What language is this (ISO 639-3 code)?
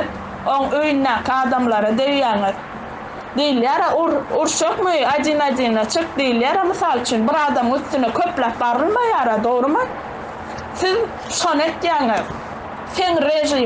tuk